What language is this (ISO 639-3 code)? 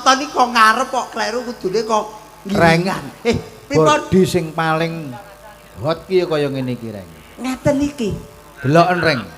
jav